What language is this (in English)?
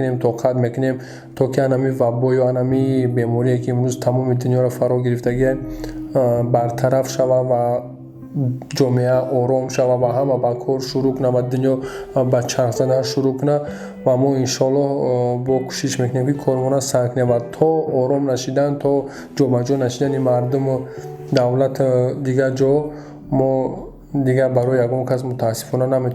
Tajik